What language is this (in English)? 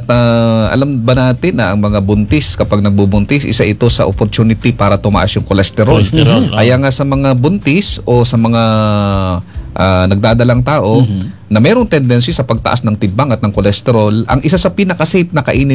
Filipino